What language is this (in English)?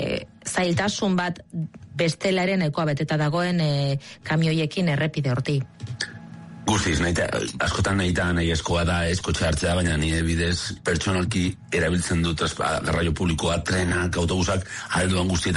Basque